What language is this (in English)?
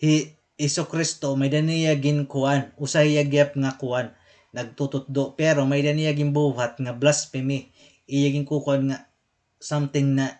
Waray